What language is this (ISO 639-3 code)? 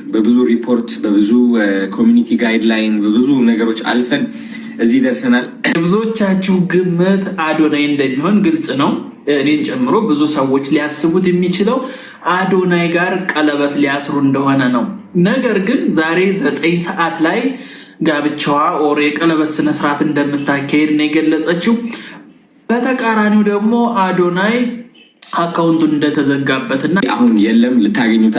amh